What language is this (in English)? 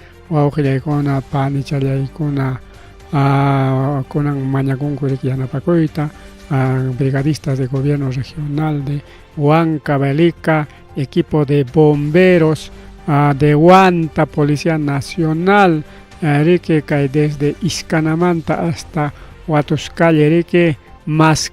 Ayacucho Quechua